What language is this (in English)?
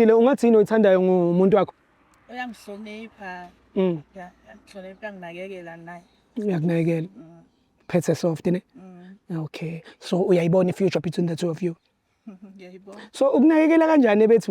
Zulu